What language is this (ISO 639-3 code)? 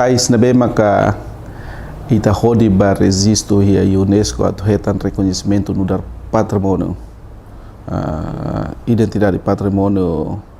tet